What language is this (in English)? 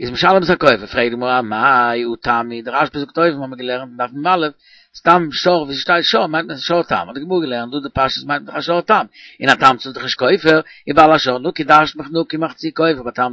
Yiddish